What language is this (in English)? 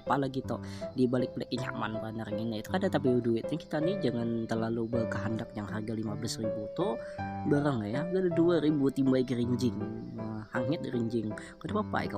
Banjar